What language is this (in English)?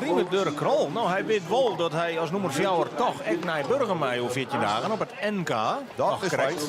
Western Frisian